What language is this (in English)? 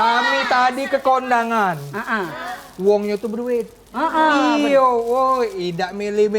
Musi